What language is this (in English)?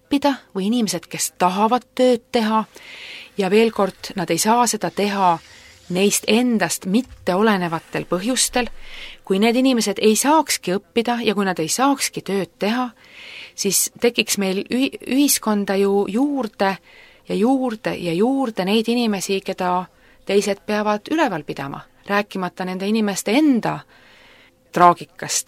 Estonian